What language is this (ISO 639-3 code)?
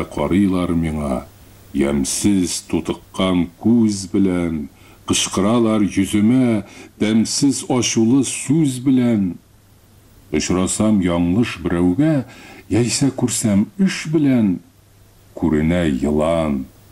tat